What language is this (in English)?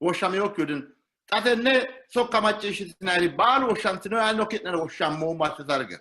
Sidamo